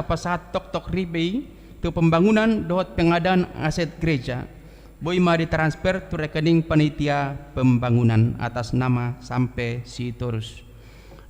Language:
Batak Toba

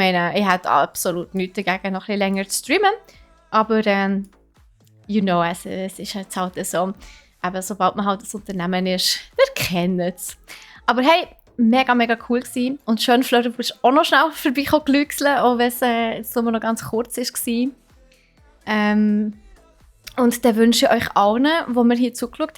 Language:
Swiss German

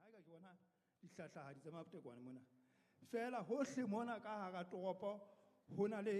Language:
Southern Sotho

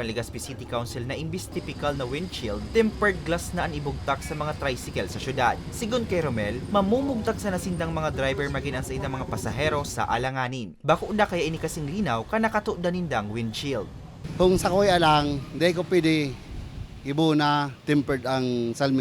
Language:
Bikol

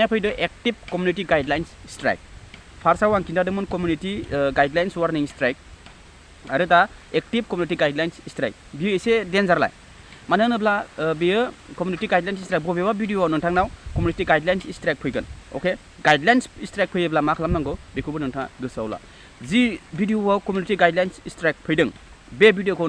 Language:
Bodo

